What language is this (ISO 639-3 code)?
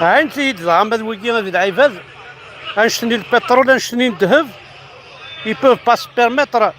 kab